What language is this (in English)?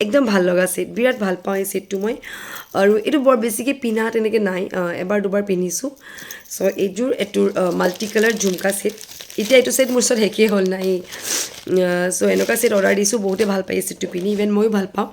Assamese